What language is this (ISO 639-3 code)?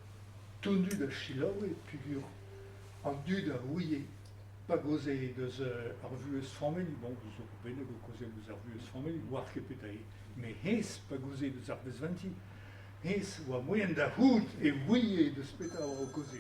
bre